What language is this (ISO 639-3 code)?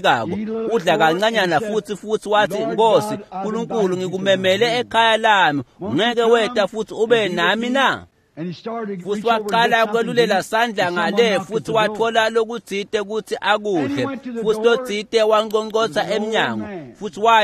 ssw